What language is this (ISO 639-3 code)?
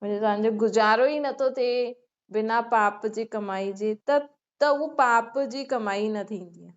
snd